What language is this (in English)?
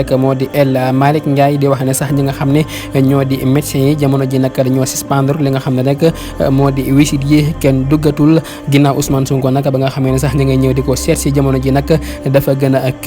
Wolof